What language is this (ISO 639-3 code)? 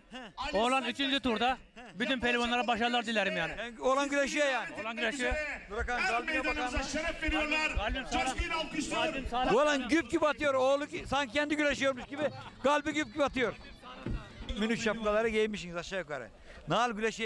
tur